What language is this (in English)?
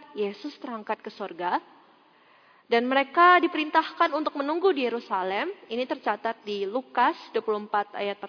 Indonesian